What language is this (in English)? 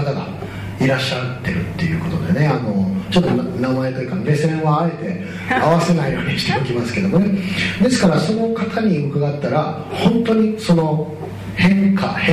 Japanese